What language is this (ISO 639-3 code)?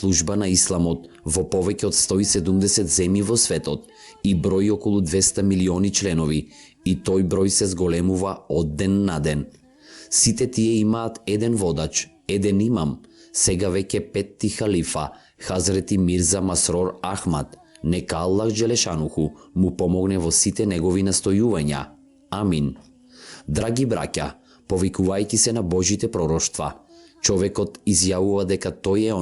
mkd